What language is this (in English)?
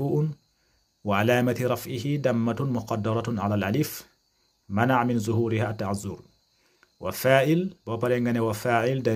Wolof